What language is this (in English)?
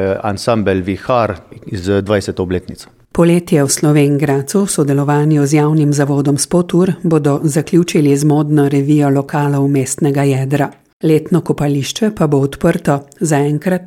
Slovenian